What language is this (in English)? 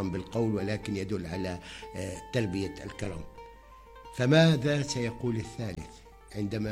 North Levantine Arabic